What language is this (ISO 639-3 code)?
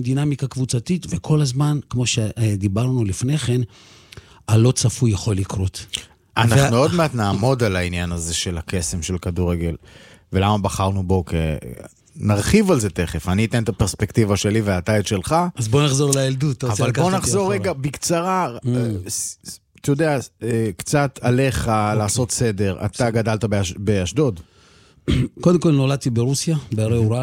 heb